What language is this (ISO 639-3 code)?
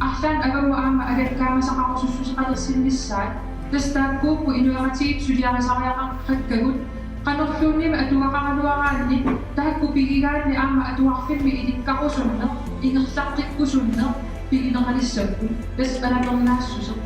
kal